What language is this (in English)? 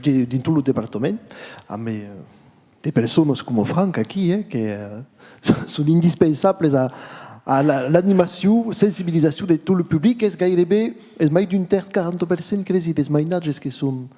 Occitan